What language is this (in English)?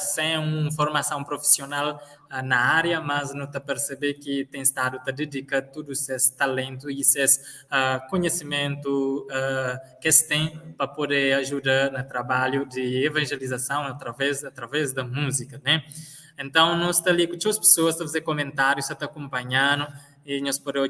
Kabuverdianu